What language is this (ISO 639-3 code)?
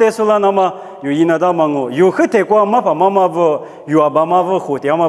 lis